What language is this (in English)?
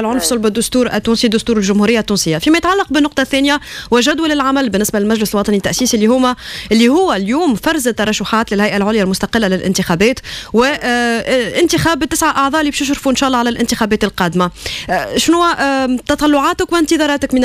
Tunisian Arabic